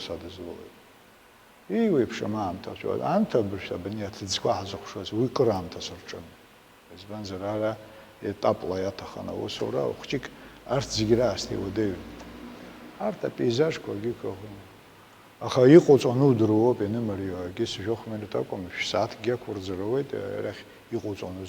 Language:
Abkhazian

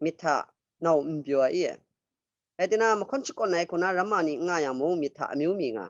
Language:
Kachin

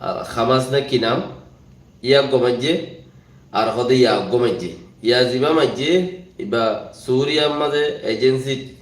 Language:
Rohingya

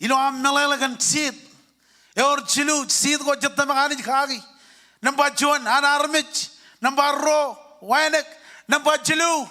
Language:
Marshallese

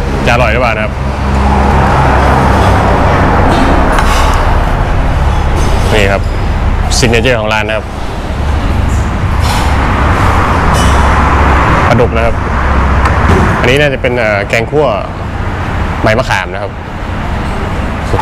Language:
Thai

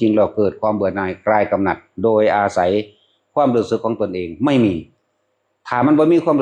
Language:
Northeastern Thai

